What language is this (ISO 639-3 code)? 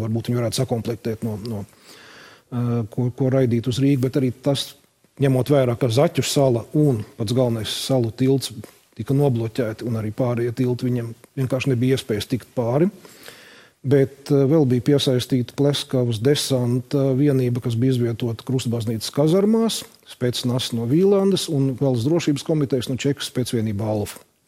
lav